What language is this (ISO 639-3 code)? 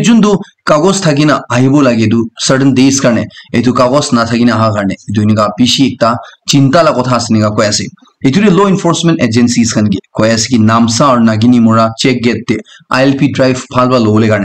nag